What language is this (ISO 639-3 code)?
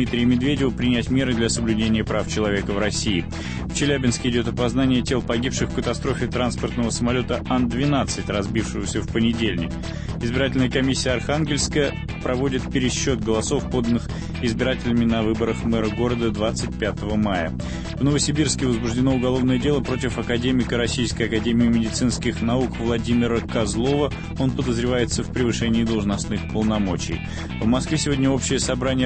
rus